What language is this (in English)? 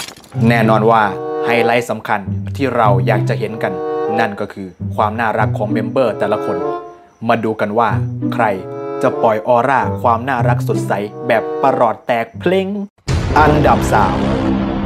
Thai